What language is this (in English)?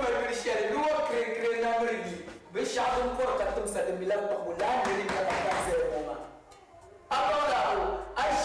Dagbani